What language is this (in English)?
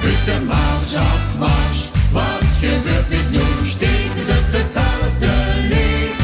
Limburgish